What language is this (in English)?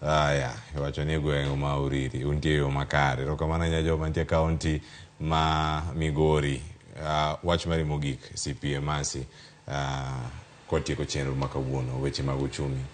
Luo (Kenya and Tanzania)